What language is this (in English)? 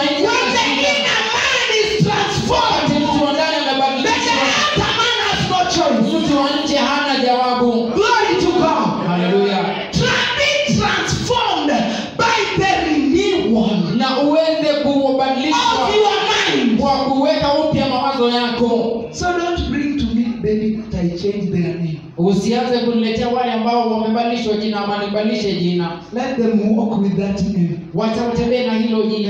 Swahili